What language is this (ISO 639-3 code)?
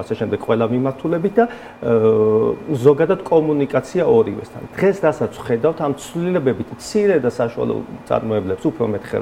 kat